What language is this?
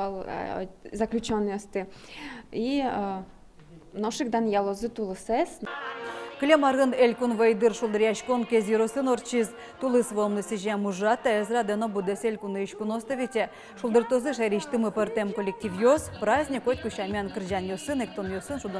Udmurt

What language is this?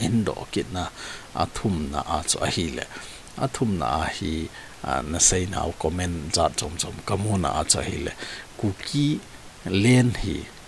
Thado Chin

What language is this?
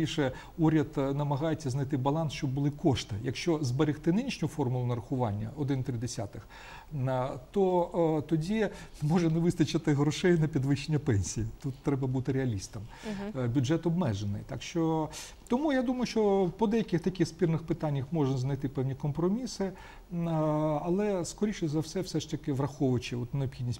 Ukrainian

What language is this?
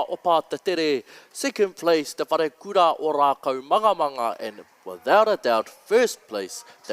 Māori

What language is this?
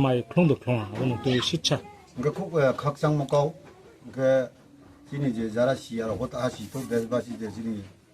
Riang (India)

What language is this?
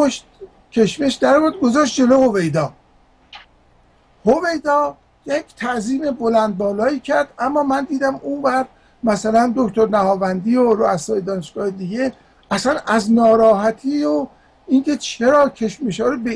Persian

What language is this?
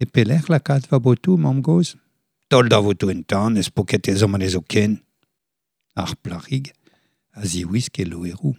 Breton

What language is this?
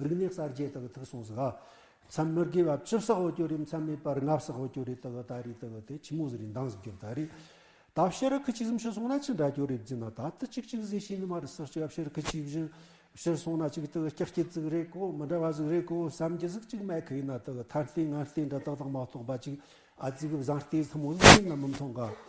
Tibetan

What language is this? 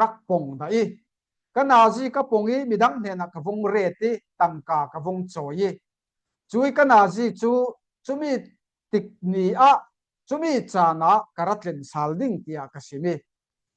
Falam Chin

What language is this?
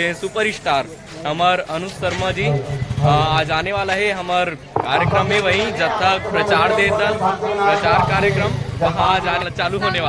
Chhattisgarhi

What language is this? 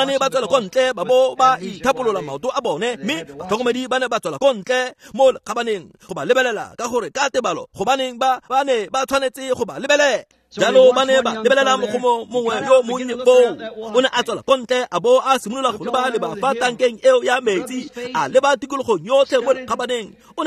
Tswana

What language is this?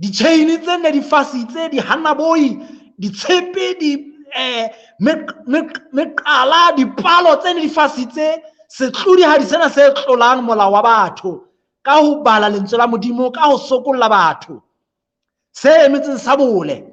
Southern Sotho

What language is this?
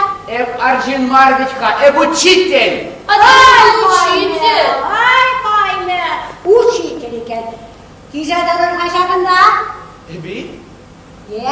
Chuvash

